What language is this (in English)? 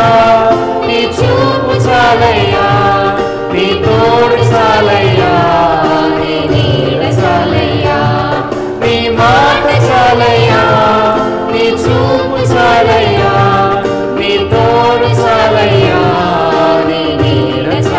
Telugu